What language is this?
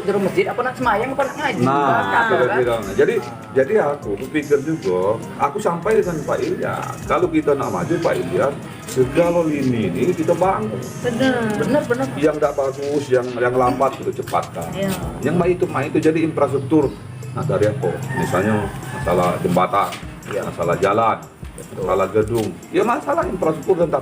Musi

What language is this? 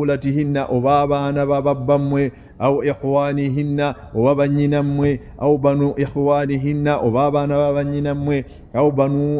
Ganda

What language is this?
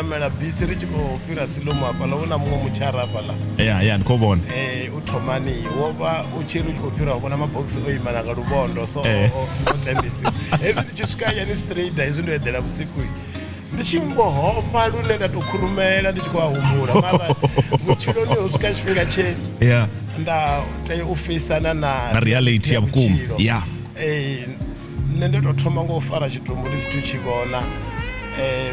Venda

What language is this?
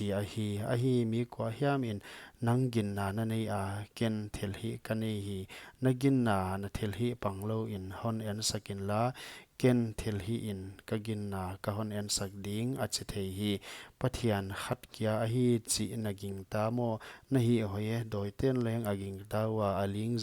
Paite Chin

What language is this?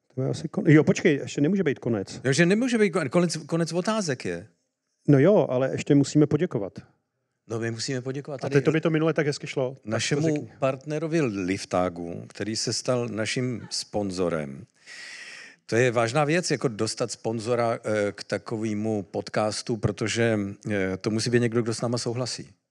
Czech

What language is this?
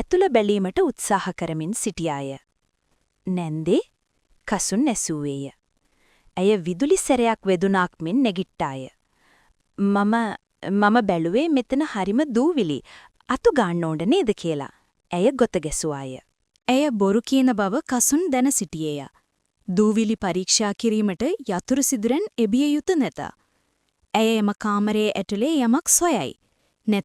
Sinhala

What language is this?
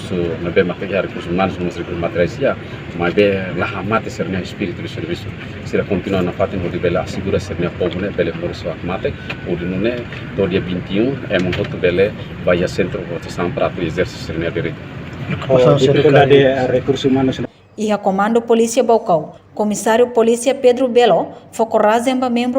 Tetum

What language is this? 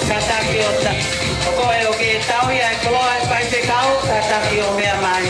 Tongan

